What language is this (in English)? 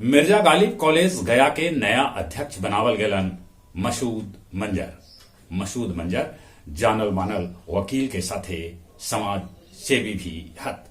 Magahi